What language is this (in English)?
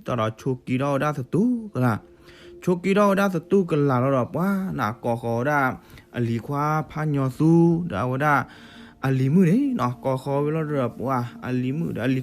S'gaw Karen